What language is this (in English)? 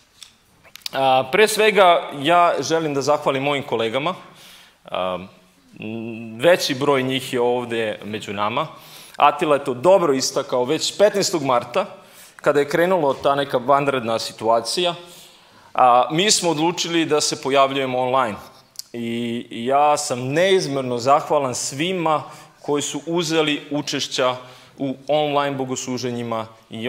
Serbian